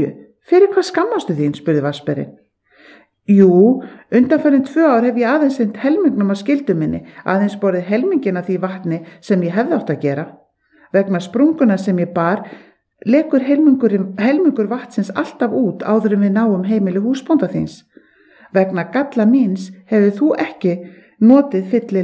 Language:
Icelandic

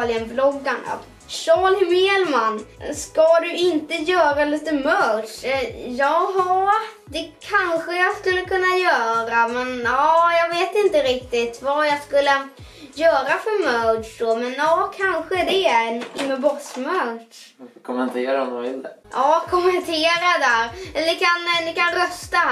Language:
Swedish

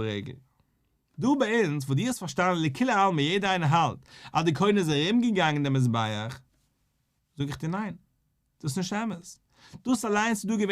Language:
Yiddish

